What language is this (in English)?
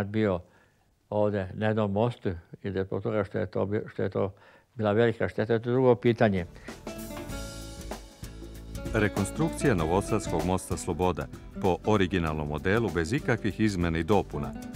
Serbian